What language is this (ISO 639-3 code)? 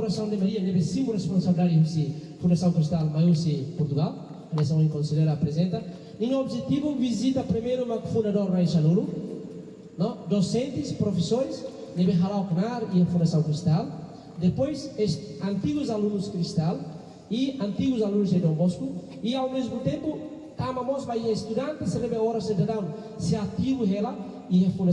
tet